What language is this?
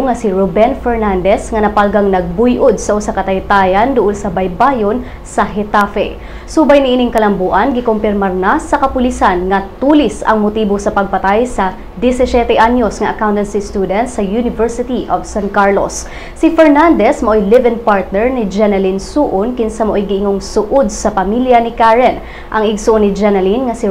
Cebuano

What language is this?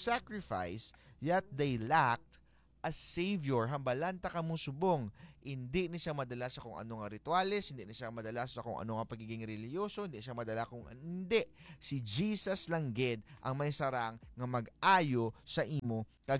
Hiligaynon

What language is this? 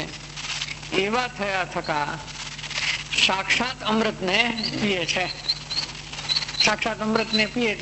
Gujarati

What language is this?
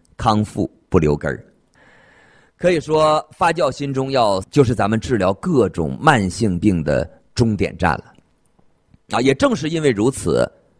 Chinese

